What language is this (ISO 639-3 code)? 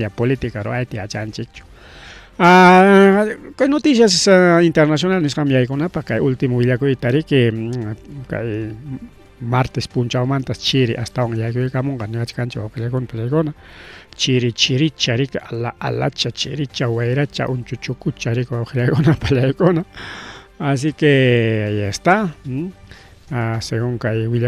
quy